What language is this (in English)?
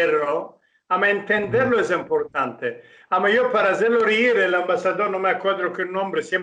Ladino